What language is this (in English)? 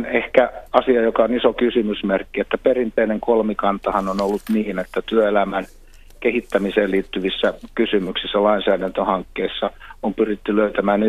Finnish